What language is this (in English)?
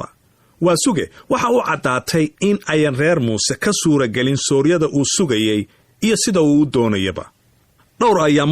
Somali